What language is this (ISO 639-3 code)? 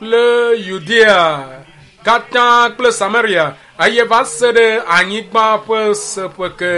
ewe